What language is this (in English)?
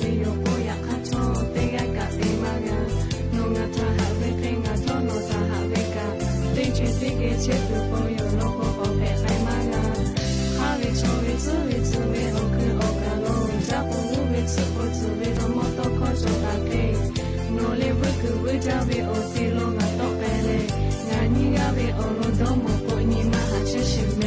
Lahu